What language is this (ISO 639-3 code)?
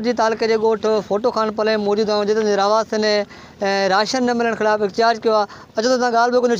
snd